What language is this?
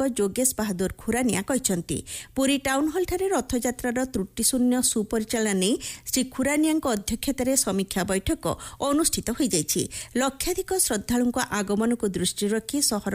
Odia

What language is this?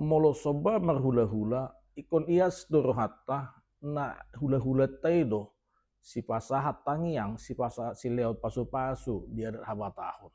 Batak Toba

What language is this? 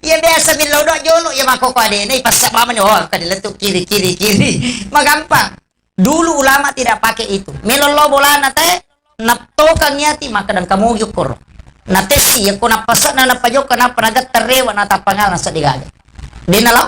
Buginese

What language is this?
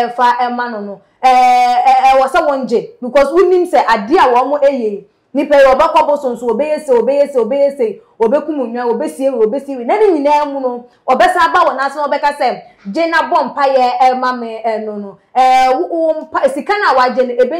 Akan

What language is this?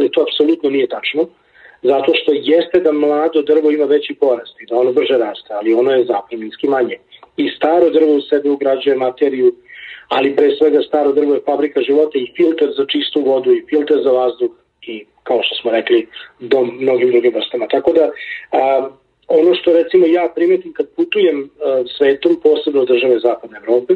Serbian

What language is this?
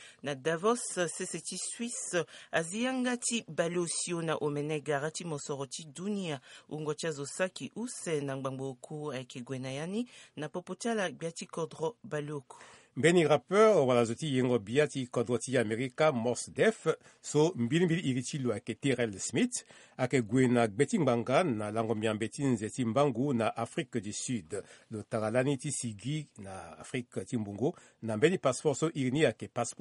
Sango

